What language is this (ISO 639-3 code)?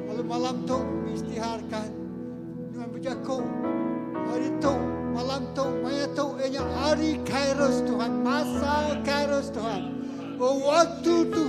iba